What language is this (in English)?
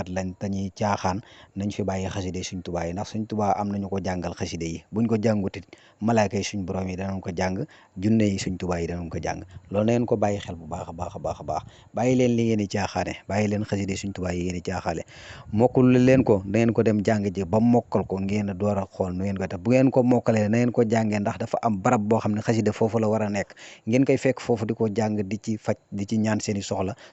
Wolof